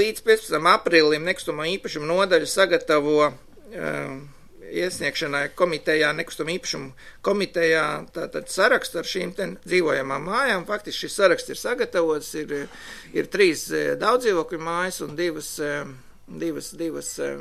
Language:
Latvian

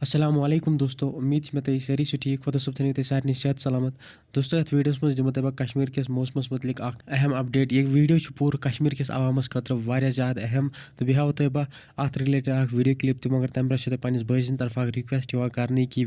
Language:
Kashmiri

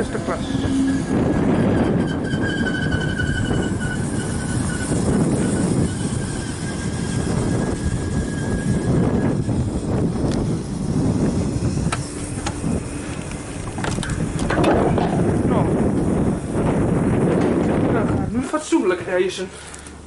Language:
Dutch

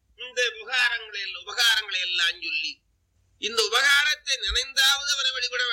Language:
Tamil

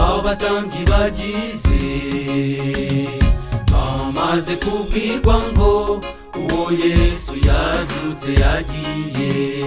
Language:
Kinyarwanda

